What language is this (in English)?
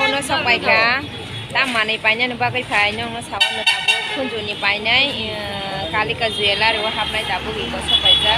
Kok Borok